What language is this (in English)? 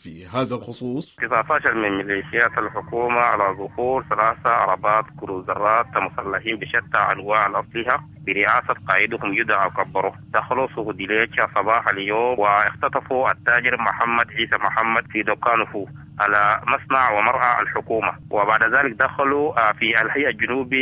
Sudanese Arabic